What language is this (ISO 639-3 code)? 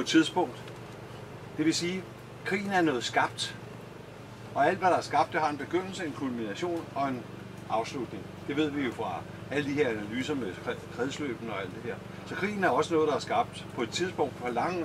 dan